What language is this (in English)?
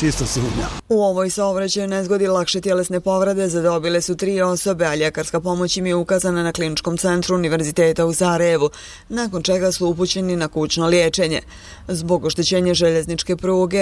Bosnian